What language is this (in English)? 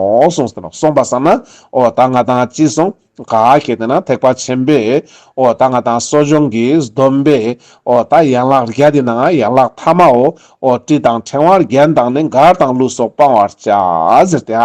Ladakhi